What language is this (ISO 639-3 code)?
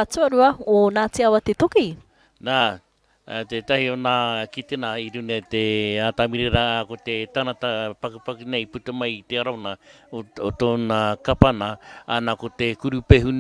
mri